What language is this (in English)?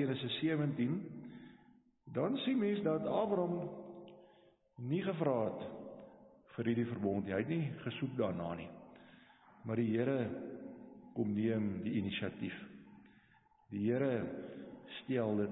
Afrikaans